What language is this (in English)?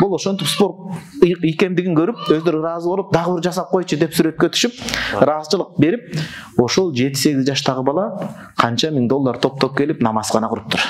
Kyrgyz